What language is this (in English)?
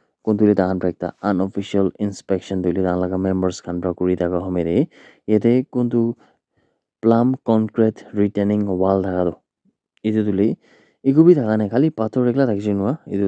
Naga Pidgin